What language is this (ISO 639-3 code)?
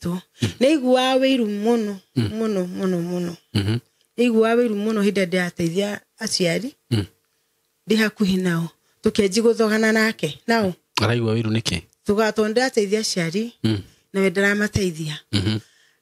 kik